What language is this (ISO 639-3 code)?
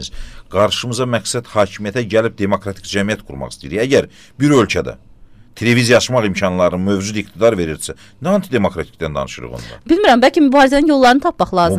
aze